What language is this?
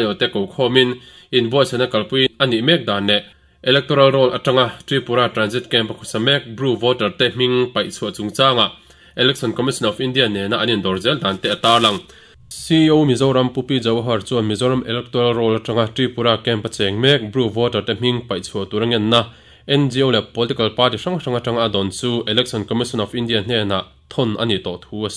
Mizo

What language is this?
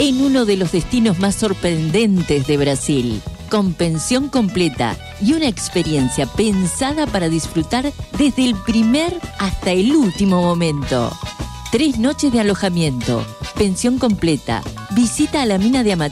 Spanish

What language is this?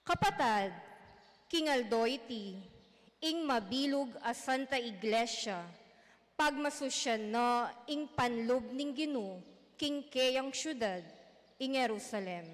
Pampanga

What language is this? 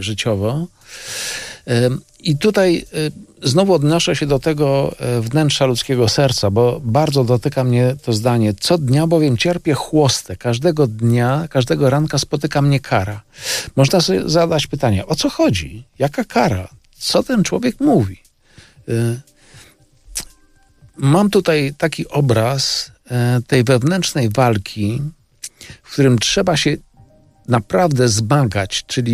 Polish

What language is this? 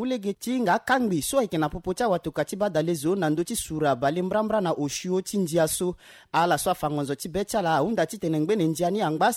Sango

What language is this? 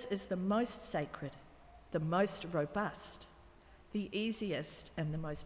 Māori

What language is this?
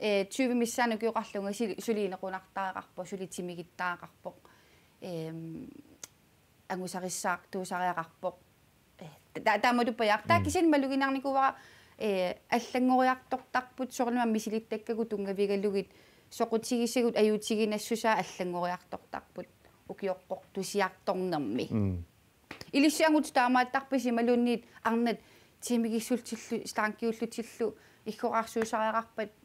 Kalaallisut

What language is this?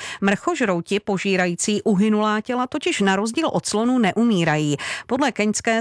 Czech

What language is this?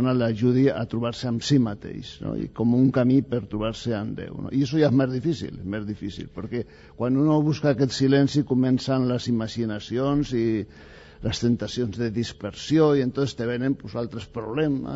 Catalan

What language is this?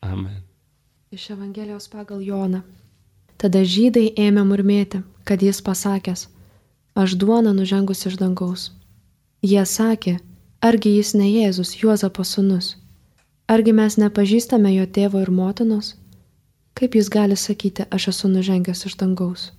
Lithuanian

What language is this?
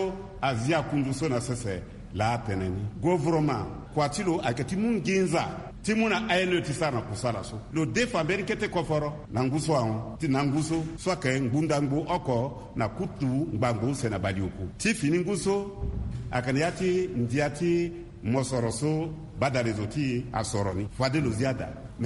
Sango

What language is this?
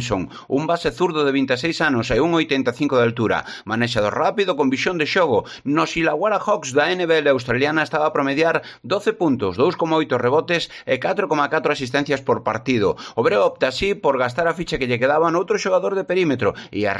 Galician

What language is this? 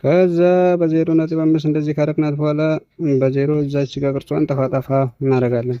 Amharic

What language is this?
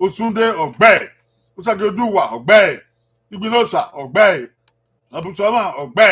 Bini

